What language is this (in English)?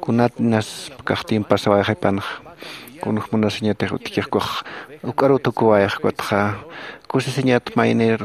Aymara